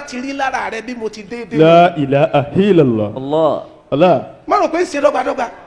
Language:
Yoruba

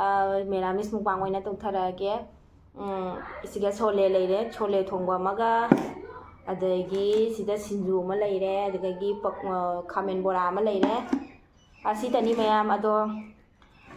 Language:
Manipuri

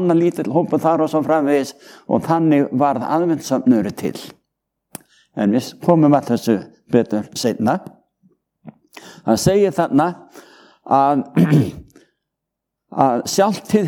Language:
Icelandic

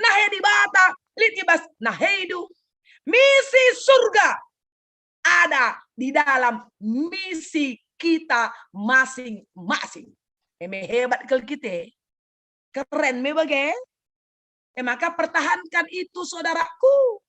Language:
Batak Karo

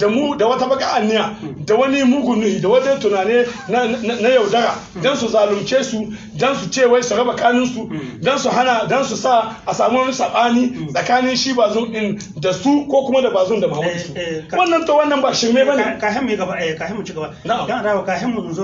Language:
Hausa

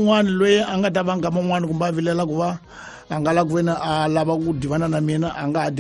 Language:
Tsonga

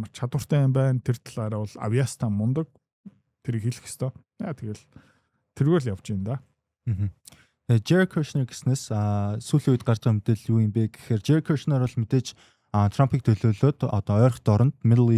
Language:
Mongolian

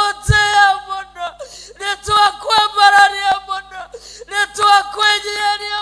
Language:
Kikuyu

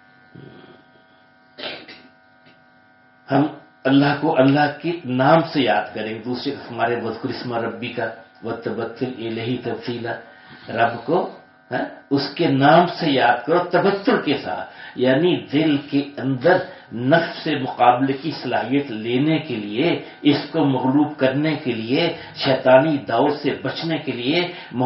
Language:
Urdu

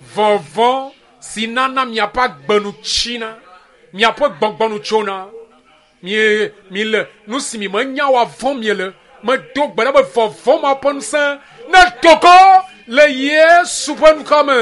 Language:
Ewe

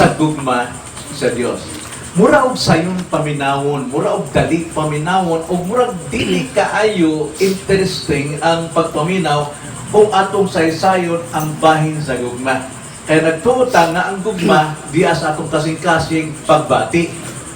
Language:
Cebuano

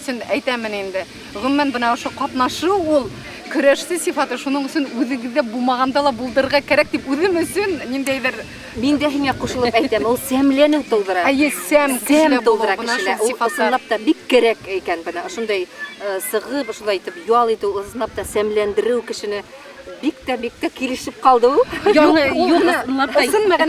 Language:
Bashkir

